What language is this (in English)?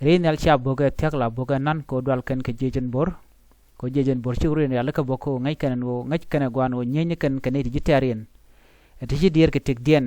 Nuer